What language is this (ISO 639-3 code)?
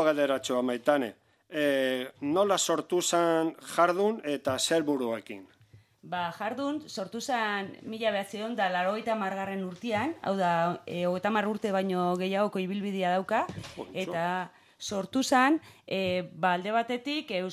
eus